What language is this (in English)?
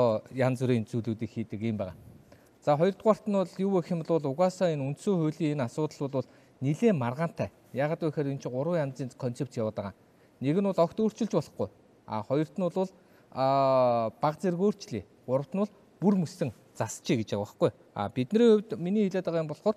Mongolian